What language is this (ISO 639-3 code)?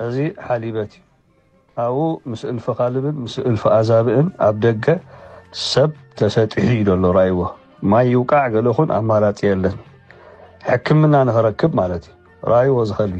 tir